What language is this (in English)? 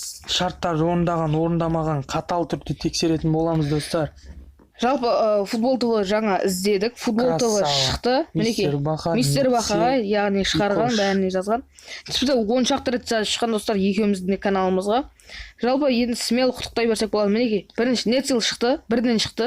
Kazakh